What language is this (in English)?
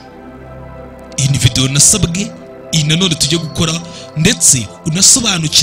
Kinyarwanda